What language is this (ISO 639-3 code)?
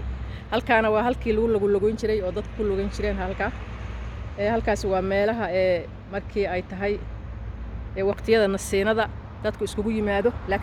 som